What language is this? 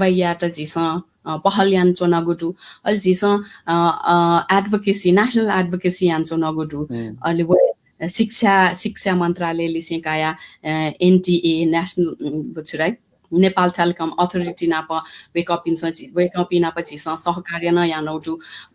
Newari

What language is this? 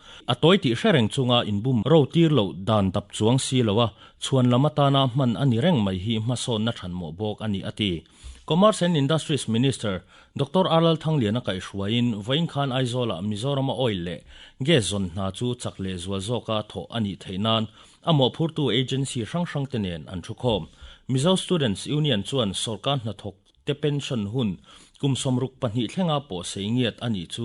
Mizo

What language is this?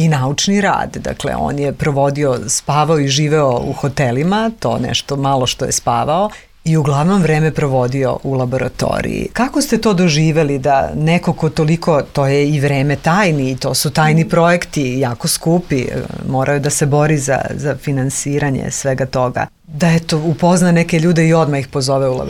Serbian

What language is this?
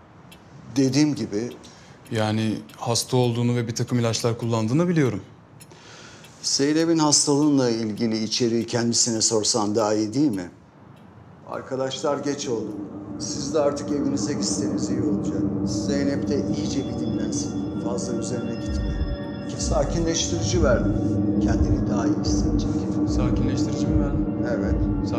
Turkish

